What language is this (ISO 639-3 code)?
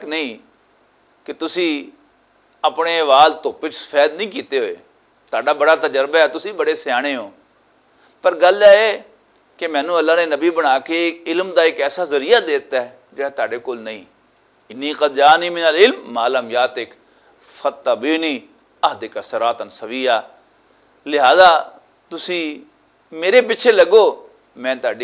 lah